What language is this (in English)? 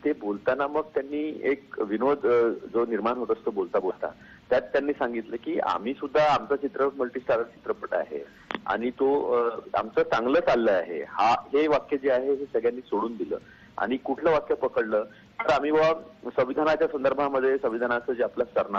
Marathi